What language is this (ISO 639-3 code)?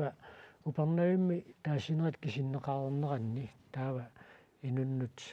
kal